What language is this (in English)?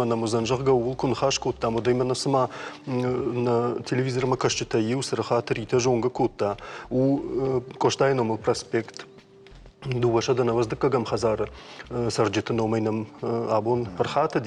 Ossetic